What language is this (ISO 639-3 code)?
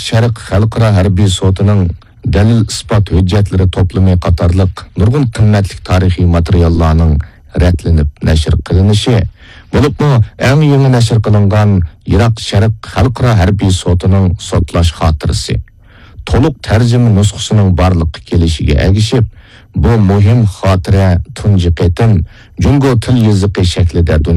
uig